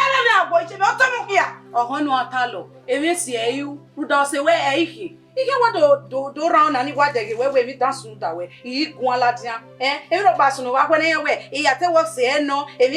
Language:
Bini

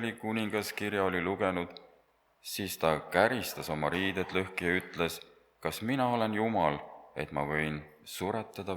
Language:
Estonian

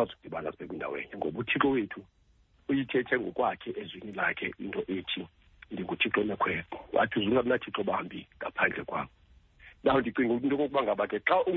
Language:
Xhosa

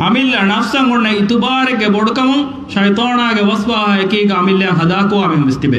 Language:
Divehi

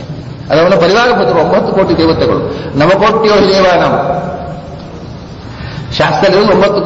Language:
Kannada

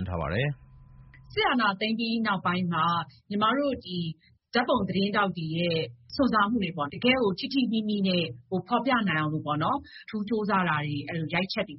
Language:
Burmese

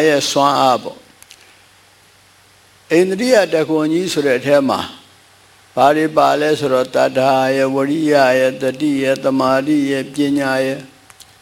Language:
Burmese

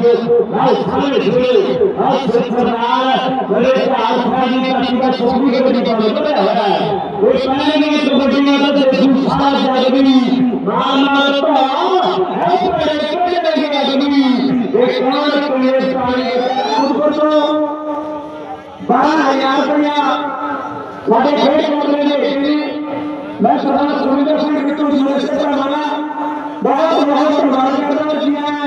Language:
Punjabi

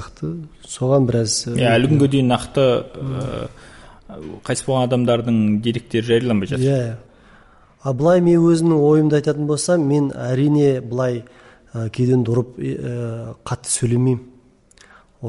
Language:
Kazakh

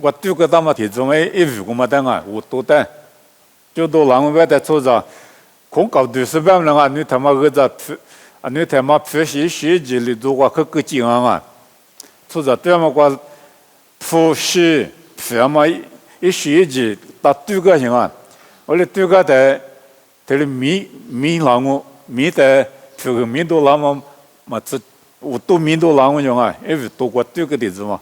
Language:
Lisu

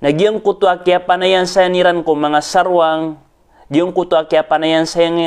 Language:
Maranao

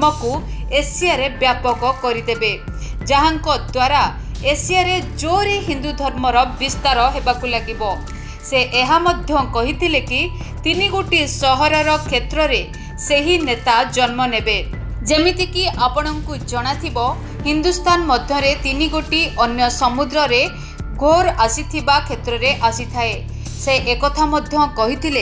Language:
Odia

